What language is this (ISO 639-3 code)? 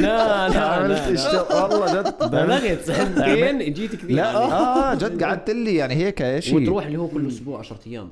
apc